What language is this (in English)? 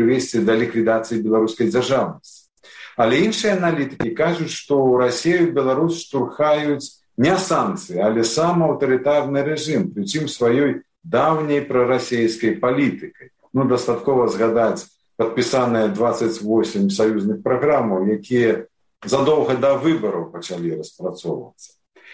Belarusian